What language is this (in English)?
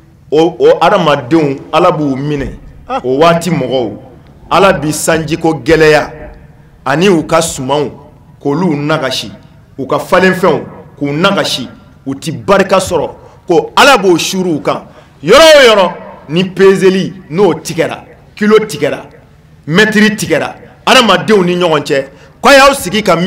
Bambara